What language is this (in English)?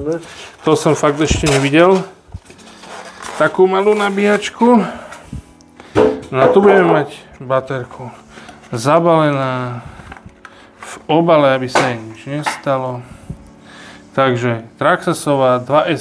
Slovak